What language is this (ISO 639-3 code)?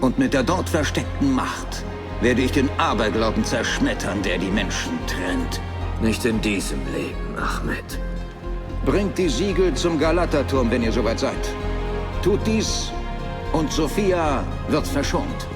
bar